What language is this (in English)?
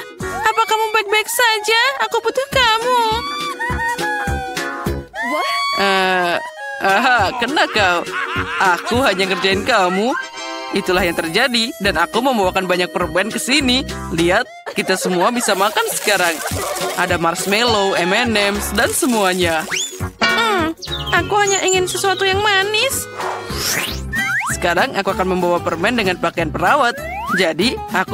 Indonesian